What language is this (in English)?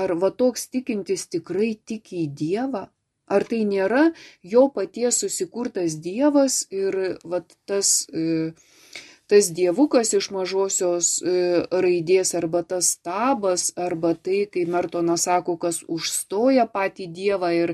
Lithuanian